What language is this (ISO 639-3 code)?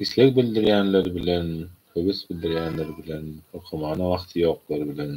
tuk